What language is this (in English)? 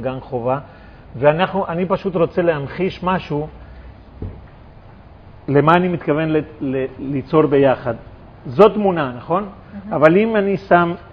Hebrew